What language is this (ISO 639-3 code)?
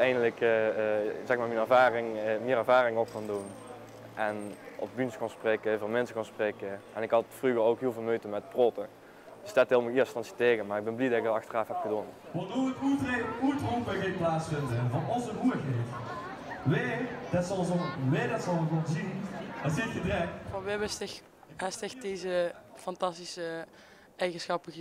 lim